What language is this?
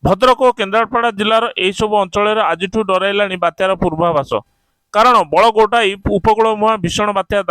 Odia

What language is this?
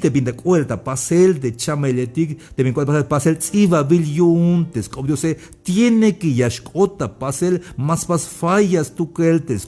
Tzeltal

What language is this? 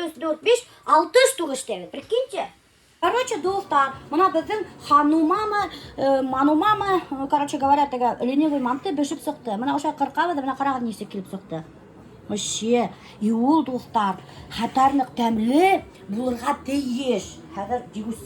Bashkir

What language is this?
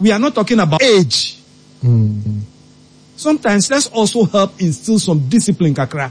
Akan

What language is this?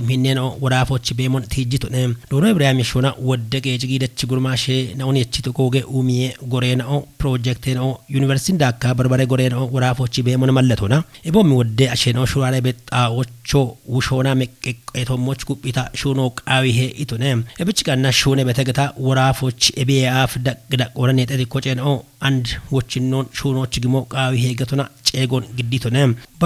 Kafa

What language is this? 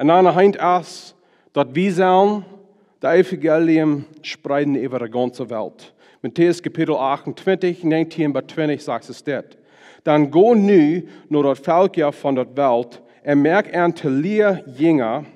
Plautdietsch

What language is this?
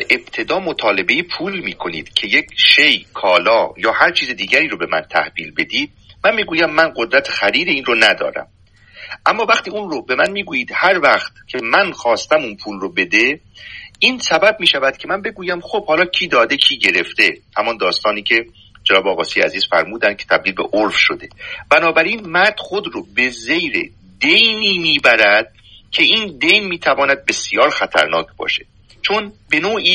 Persian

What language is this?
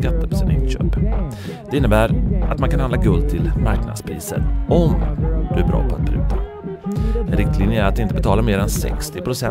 Swedish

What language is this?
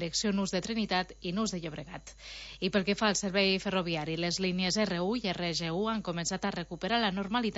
Catalan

